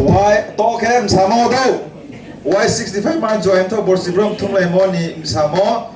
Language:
Riang (India)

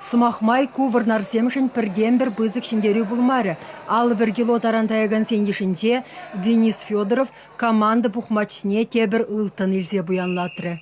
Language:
Chuvash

